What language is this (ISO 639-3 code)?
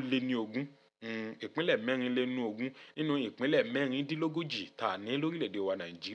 yor